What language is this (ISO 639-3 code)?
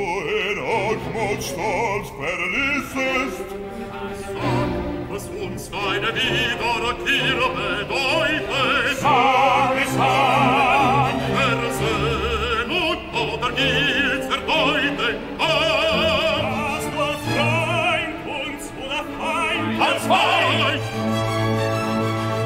deu